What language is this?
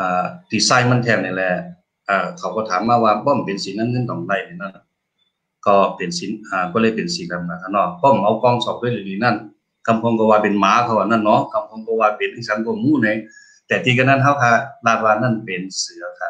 Shan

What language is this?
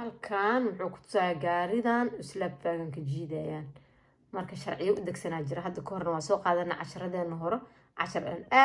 Somali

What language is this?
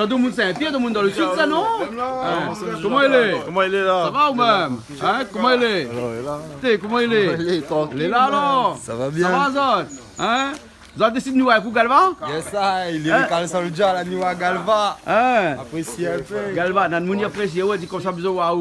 Réunion Creole French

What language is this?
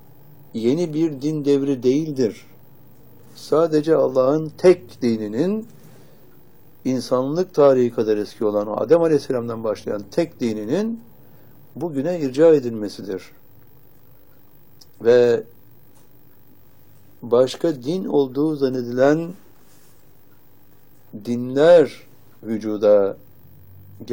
Turkish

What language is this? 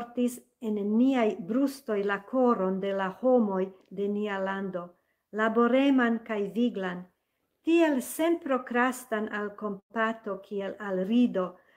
Esperanto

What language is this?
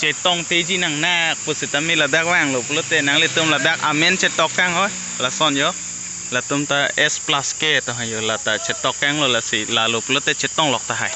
Karbi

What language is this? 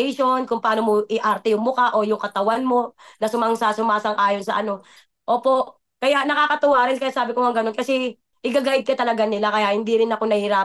Filipino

